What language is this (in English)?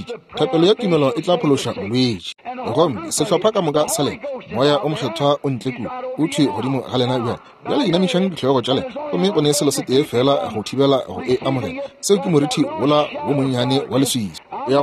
Northern Sotho